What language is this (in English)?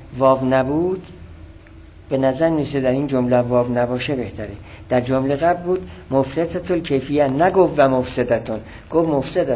Persian